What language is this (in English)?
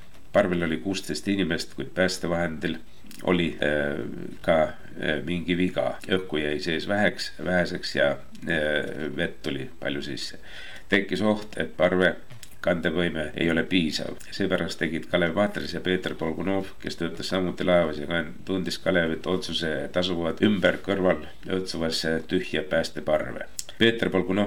Estonian